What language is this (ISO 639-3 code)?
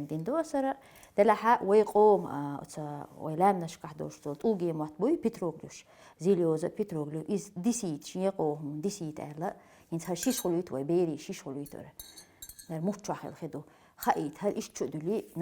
che